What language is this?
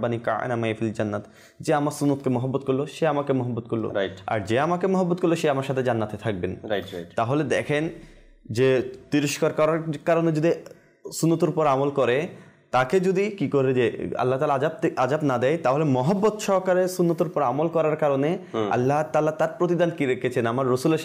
Bangla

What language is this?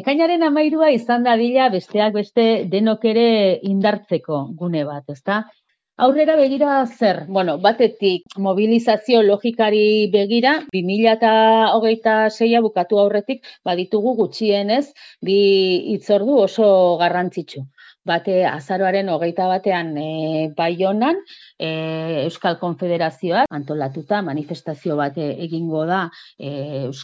Basque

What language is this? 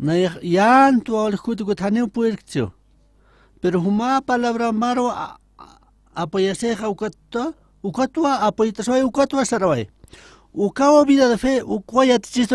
Aymara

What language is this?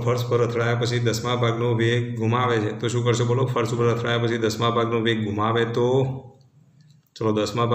Gujarati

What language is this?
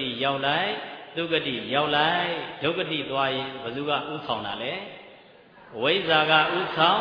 Burmese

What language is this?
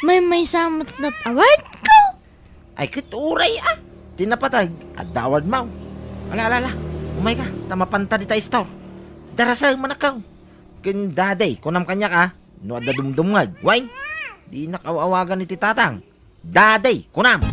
Iloko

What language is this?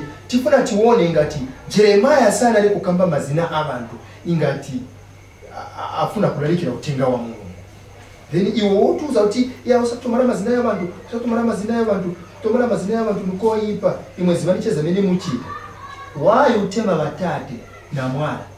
Nyanja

